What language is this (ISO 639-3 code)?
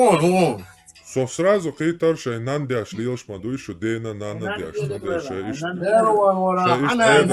che